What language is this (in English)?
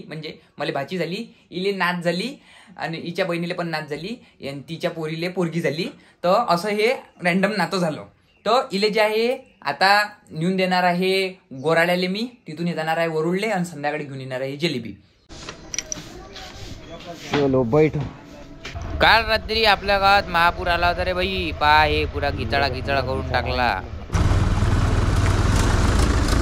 Marathi